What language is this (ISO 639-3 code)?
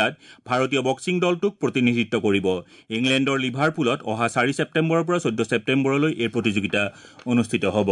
asm